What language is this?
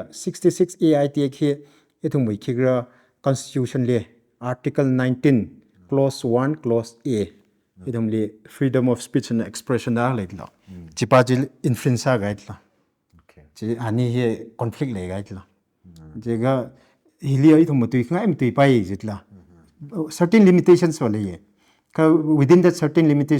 Tangkhul Naga (India)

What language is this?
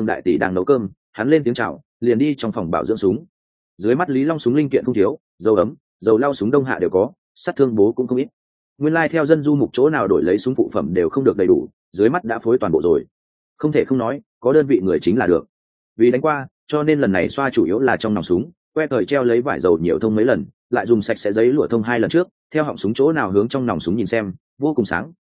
Vietnamese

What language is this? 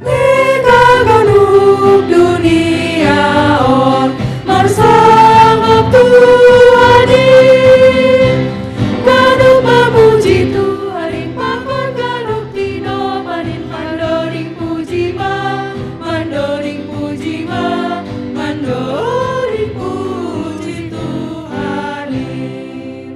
Batak Simalungun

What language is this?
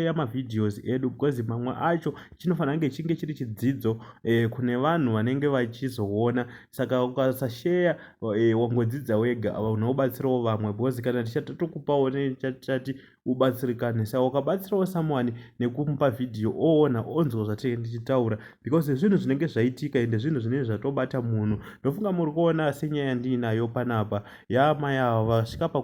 Shona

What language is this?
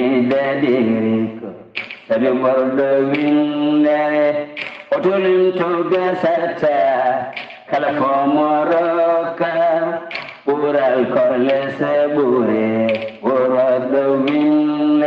Fula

